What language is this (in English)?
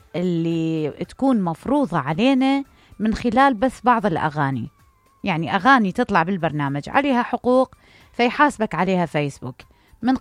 Mesopotamian Arabic